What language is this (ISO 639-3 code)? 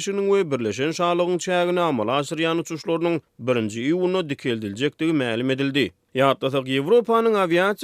tuk